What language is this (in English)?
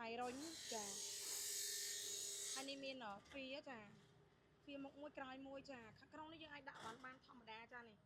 Khmer